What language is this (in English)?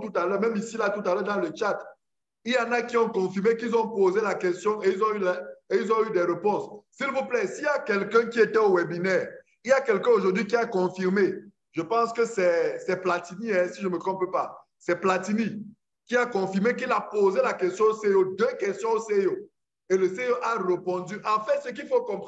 French